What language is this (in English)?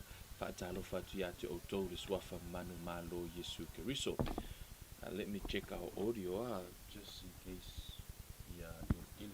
Samoan